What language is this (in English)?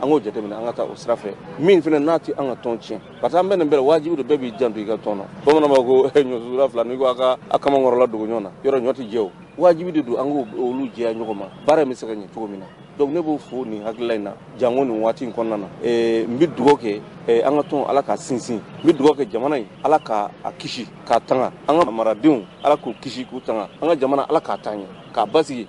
Bambara